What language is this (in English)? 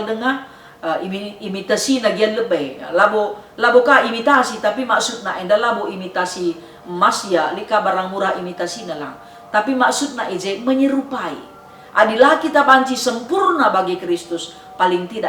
Batak Karo